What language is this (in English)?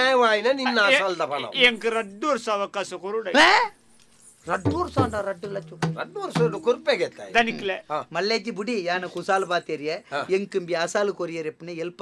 Tulu